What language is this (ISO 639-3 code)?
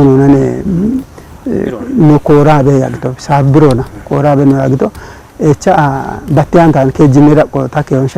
kbr